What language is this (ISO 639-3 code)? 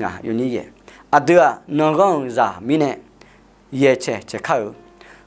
ahk